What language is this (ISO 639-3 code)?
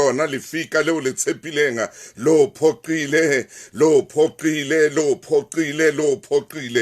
sot